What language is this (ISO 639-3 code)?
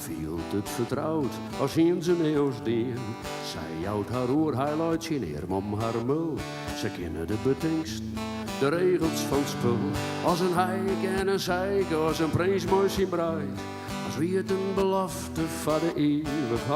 fry